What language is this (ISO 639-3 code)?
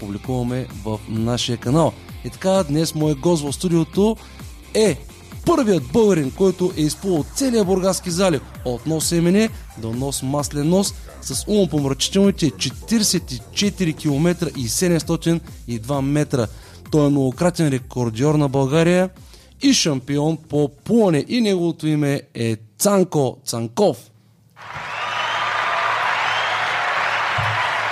bul